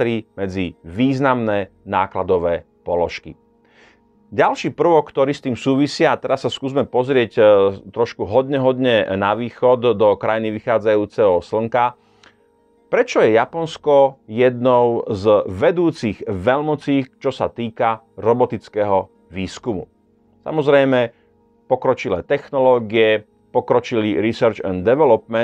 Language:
Slovak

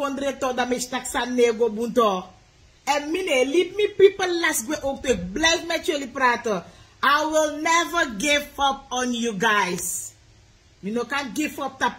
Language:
Sranan Tongo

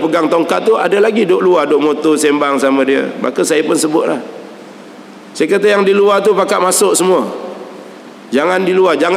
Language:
Malay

